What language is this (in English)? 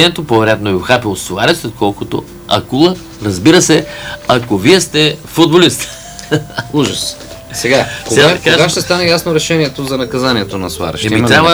Bulgarian